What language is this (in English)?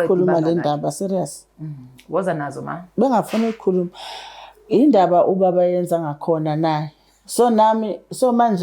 Zulu